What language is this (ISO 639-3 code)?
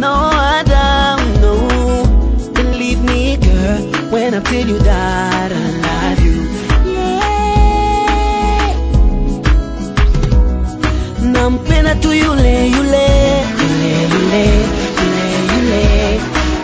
kin